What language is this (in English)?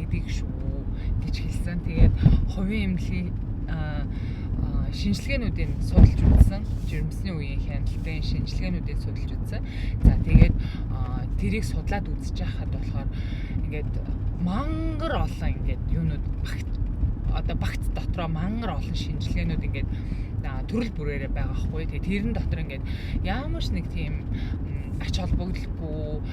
Mongolian